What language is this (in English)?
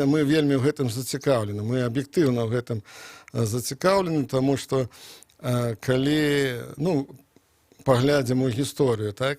Belarusian